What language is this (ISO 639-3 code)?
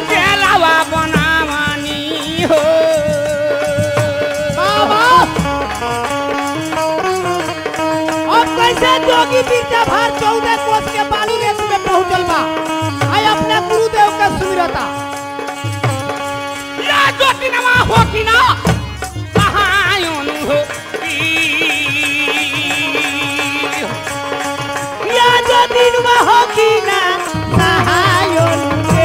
bho